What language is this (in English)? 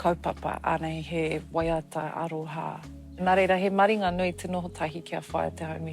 Māori